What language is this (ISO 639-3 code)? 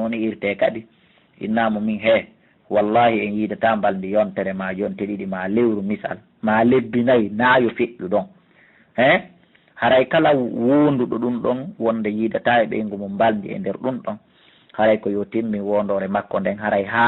ful